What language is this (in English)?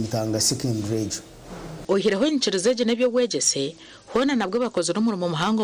Nyankole